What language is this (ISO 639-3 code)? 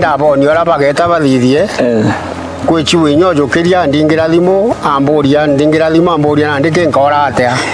mer